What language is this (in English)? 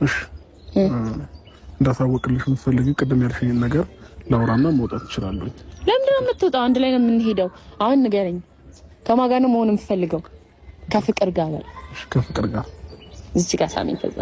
Amharic